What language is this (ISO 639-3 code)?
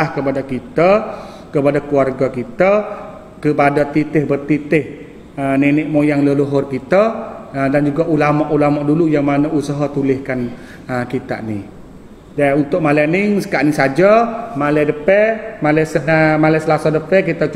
msa